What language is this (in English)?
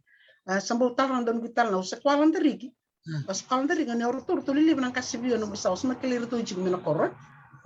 Fijian